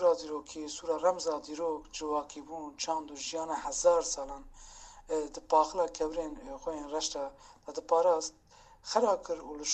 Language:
Kurdish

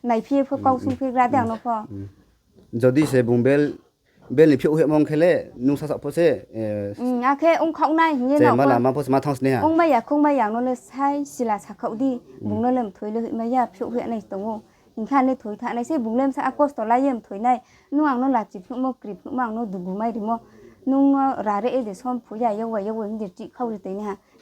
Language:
Riang (India)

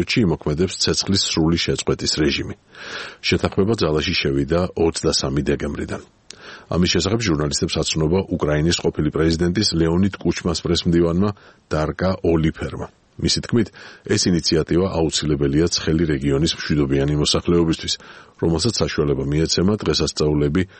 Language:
Georgian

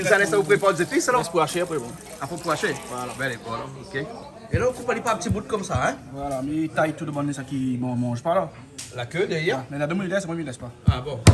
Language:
Réunion Creole French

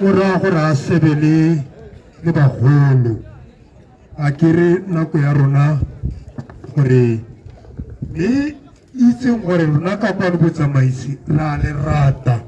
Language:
Tswana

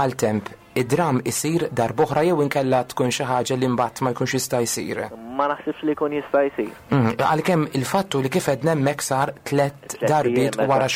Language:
Maltese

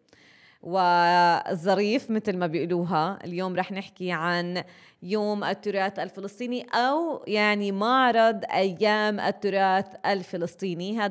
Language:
North Levantine Arabic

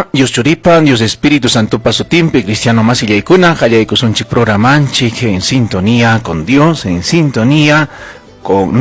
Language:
Ayacucho Quechua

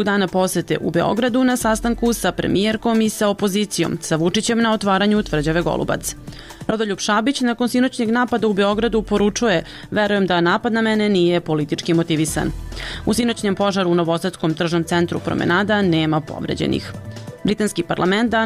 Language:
Serbian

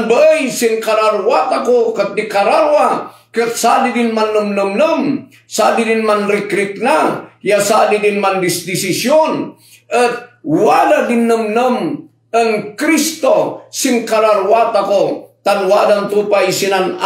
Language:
Kankanaey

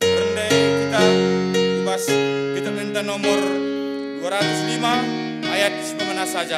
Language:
Batak Karo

